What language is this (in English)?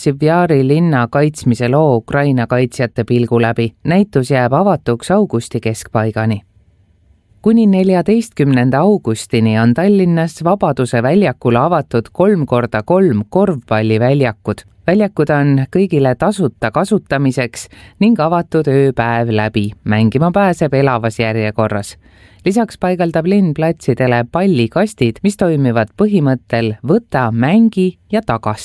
Estonian